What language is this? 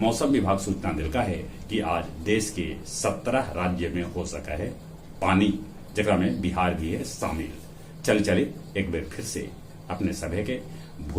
Magahi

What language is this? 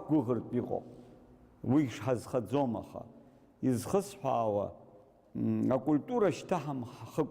Abkhazian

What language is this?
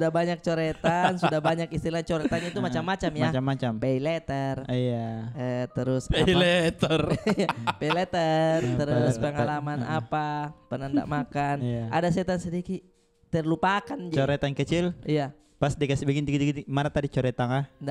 Makassar Malay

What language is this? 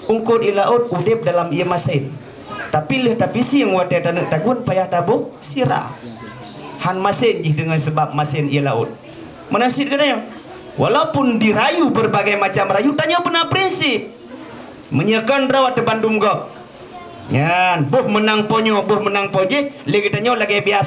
Achinese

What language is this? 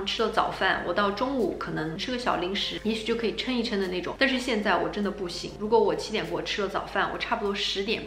Chinese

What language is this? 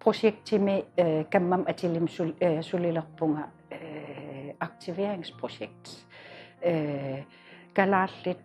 Kalaallisut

